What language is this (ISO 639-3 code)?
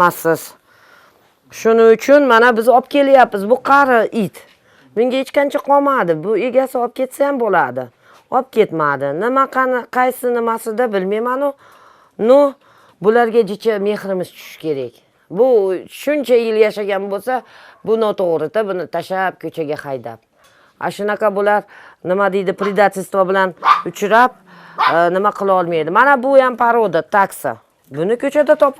uzb